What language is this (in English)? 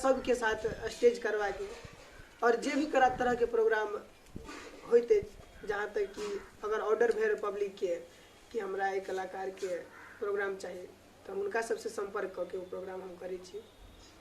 Maithili